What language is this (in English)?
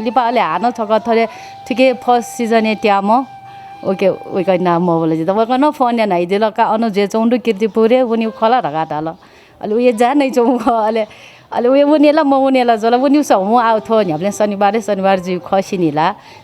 Newari